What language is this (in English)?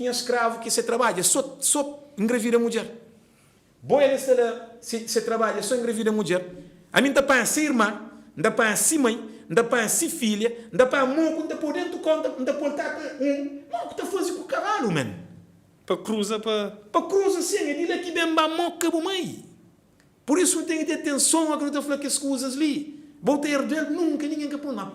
Kabuverdianu